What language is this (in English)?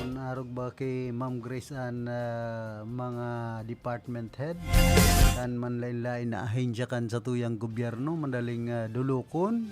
Bikol